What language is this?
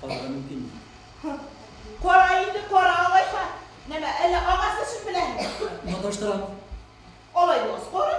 Bashkir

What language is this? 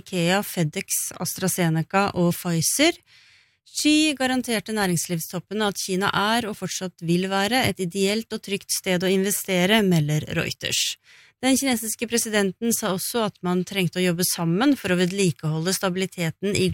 Norwegian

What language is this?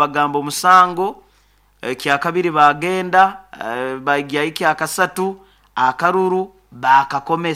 Nyoro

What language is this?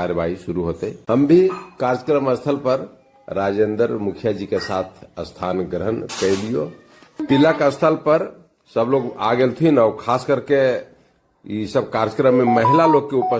Magahi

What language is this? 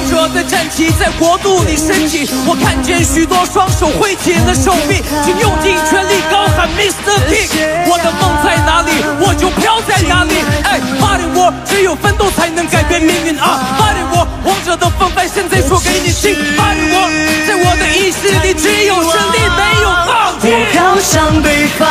Chinese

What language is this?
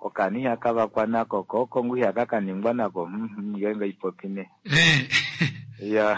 Kuanyama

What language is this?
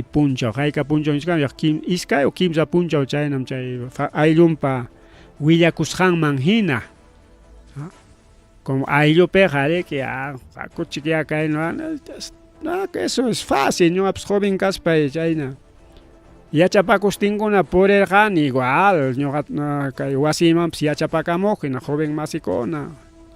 Ayacucho Quechua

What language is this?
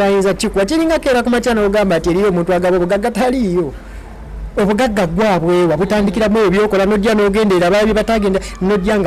Ganda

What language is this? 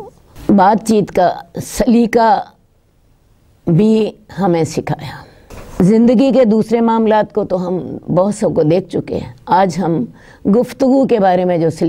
Urdu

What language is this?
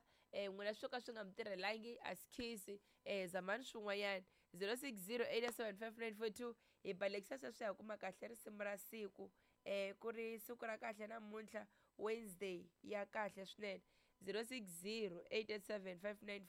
Tsonga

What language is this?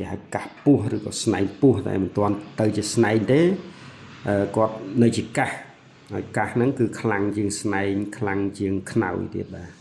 Khmer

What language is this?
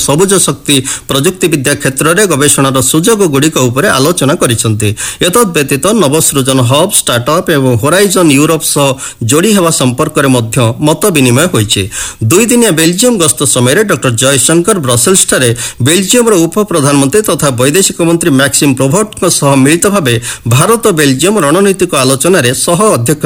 Odia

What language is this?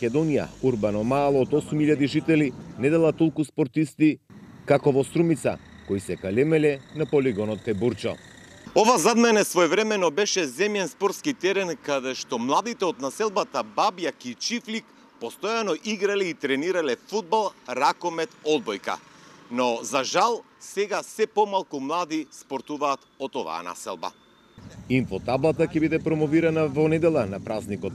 Macedonian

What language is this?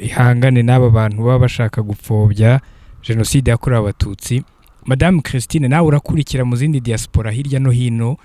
Kinyarwanda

